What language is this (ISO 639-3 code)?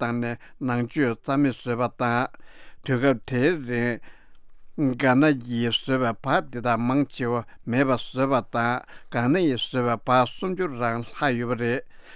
bod